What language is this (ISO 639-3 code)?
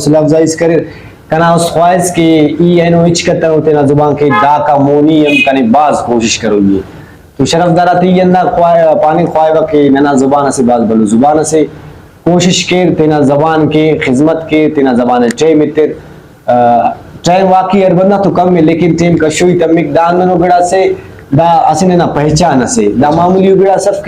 brh